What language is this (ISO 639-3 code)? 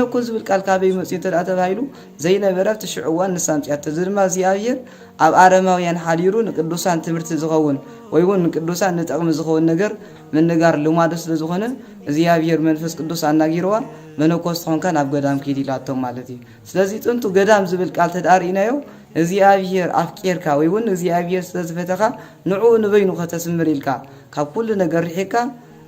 tir